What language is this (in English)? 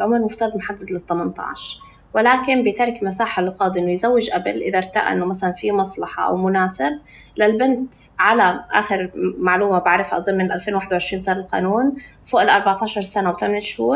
North Levantine Arabic